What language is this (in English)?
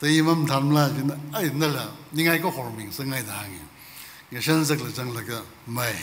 Tangkhul Naga (India)